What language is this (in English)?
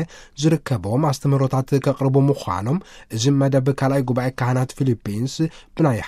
Tigrinya